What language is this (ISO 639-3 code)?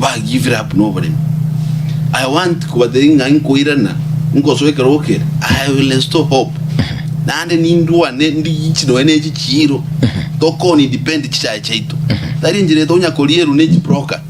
guz